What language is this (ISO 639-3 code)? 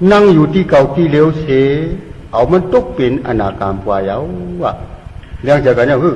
shn